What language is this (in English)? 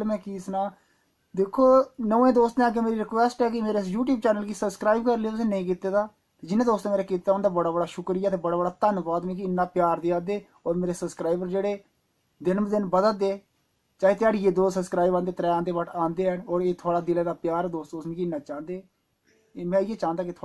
Dogri